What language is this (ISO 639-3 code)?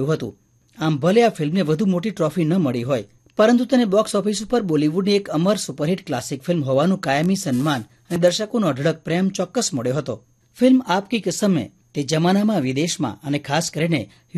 guj